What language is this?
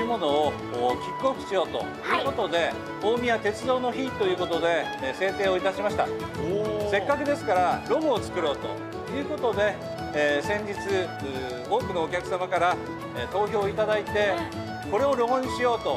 Japanese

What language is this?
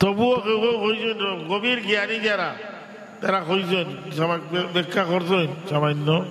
Sylheti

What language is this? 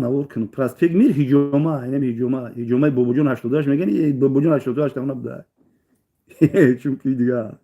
Tajik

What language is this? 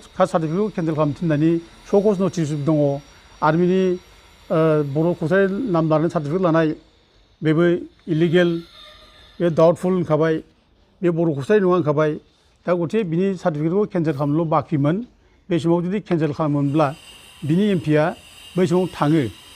Bodo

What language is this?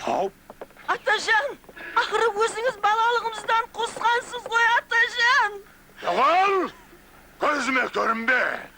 Kara-Kalpak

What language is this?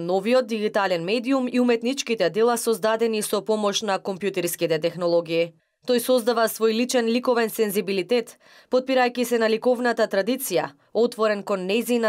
Macedonian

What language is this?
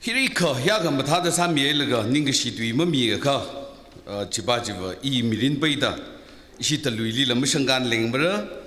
Tangkhul Naga (India)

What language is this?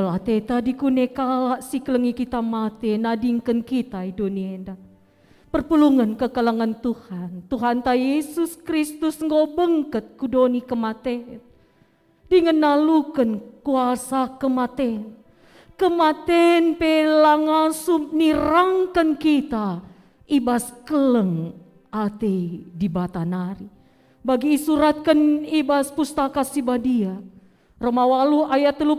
Batak Karo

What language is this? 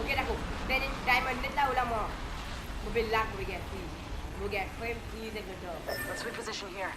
Morisyen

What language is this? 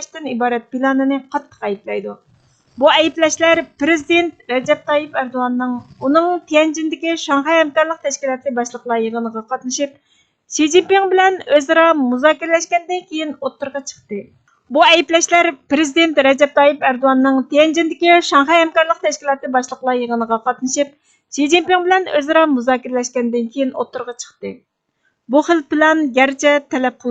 Uyghur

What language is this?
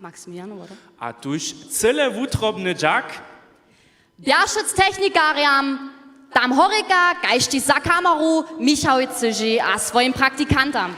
Upper Sorbian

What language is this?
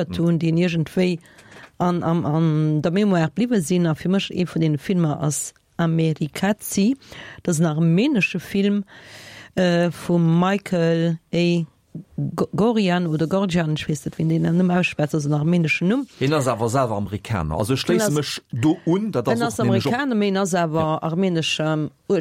Luxembourgish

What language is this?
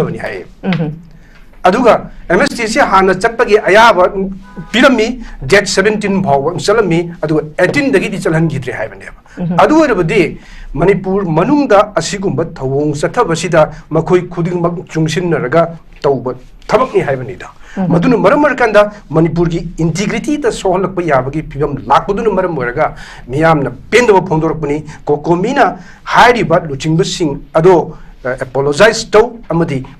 Manipuri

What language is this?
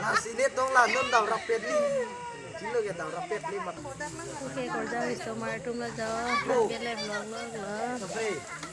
Karbi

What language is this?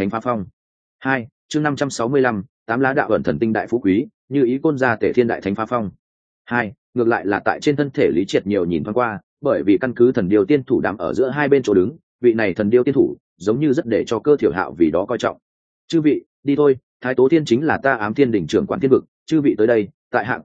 Vietnamese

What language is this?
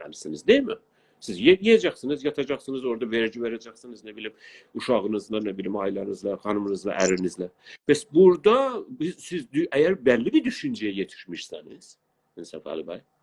South Azerbaijani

